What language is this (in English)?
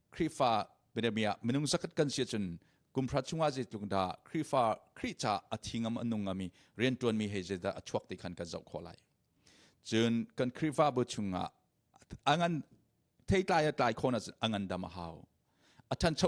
Hakha Chin